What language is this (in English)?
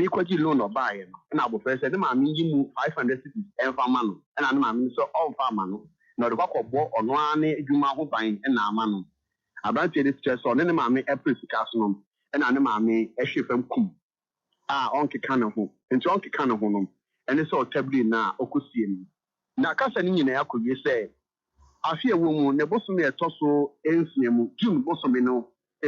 Akan